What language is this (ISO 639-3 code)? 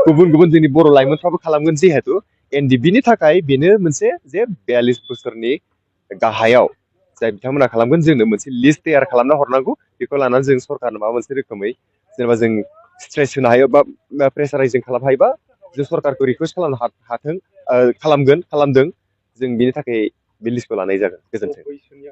brx